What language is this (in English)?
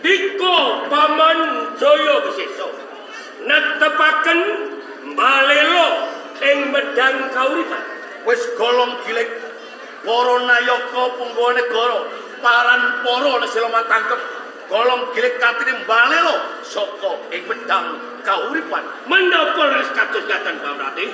Javanese